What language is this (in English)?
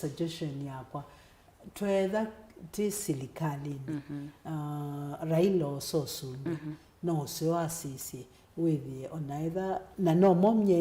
Kamba